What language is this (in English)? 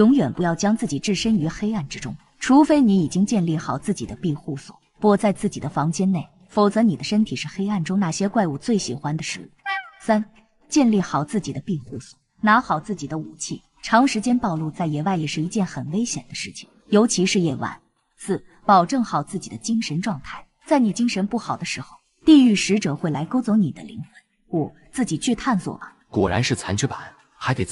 Chinese